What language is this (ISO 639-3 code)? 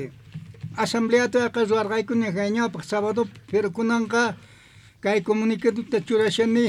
que